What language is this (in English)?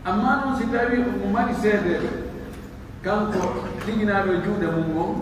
Pular